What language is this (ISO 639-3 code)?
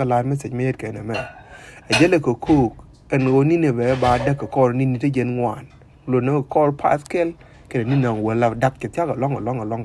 nus